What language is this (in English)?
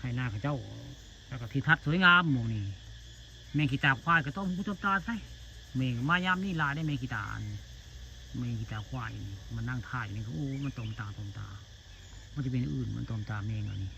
Northeastern Thai